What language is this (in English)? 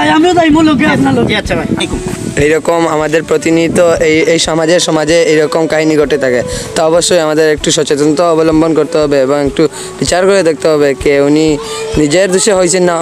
Sylheti